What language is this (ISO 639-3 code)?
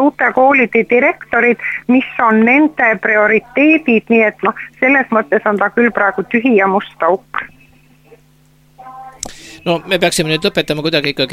est